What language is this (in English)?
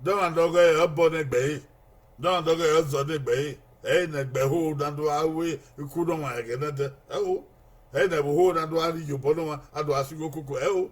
Bini